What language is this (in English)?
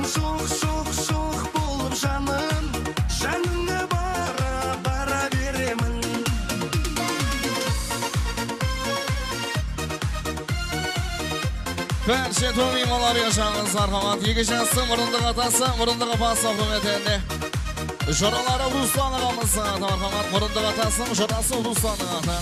Kazakh